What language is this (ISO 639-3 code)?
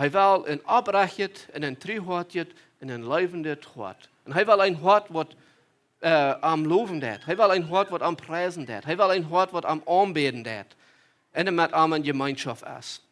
pdt